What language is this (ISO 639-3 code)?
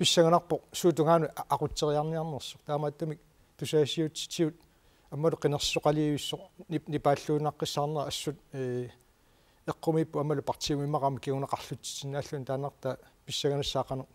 kal